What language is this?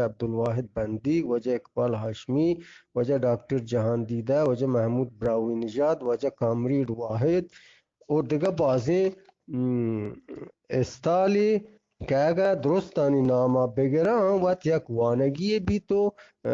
Eastern Balochi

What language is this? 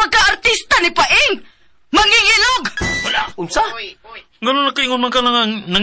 Cebuano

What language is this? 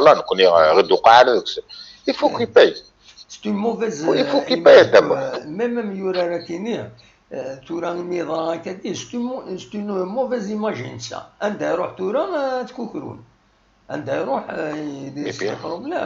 Kabyle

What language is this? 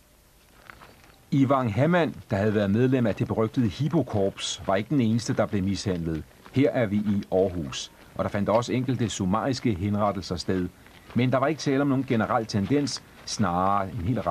Danish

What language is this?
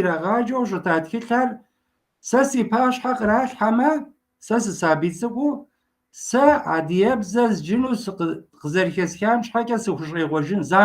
Kabardian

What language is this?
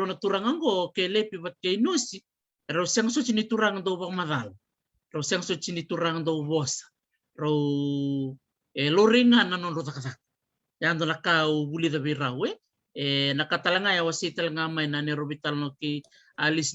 Fijian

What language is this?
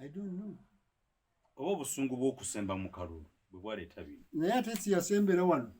Ganda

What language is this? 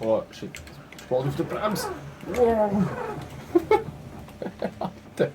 Swiss German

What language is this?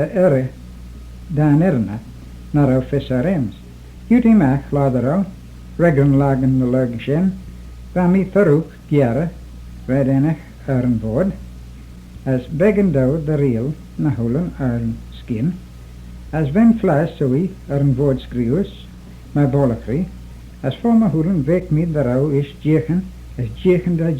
Manx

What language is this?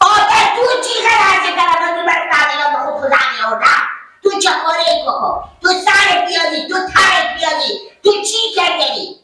Persian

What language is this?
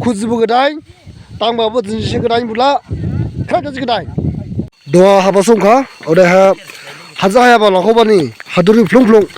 Dimasa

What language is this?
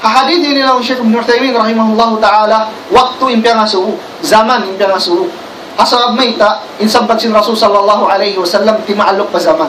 Tausug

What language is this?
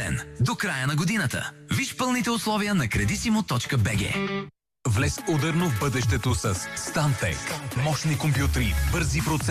Bulgarian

